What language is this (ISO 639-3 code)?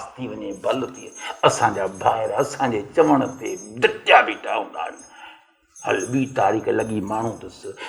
snd